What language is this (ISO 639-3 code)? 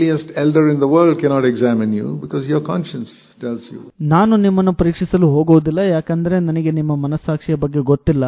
kan